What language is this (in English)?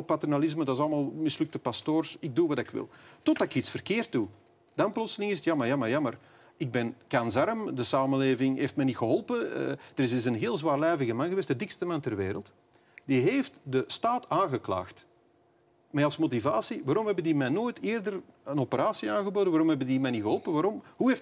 Dutch